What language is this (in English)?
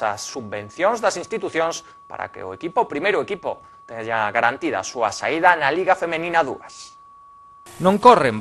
Galician